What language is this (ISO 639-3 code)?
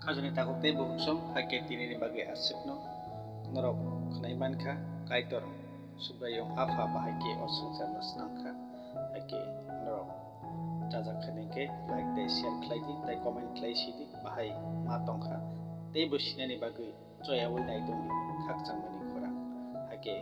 trp